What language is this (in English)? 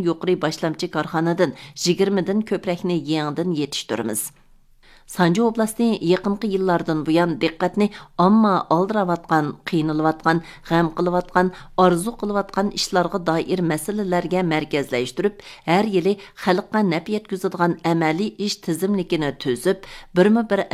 Uyghur